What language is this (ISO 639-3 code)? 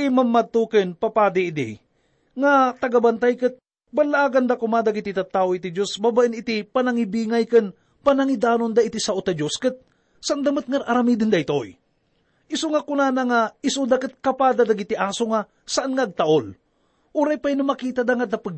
ilo